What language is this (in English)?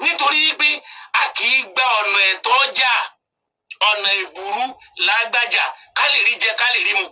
Yoruba